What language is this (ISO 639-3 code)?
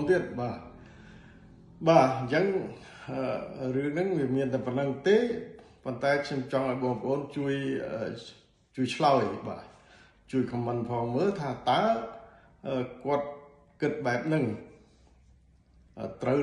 khm